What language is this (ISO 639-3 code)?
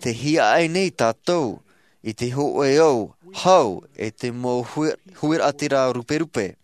tah